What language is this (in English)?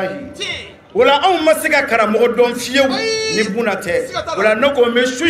Bambara